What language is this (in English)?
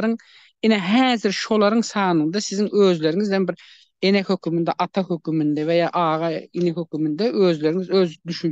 Turkmen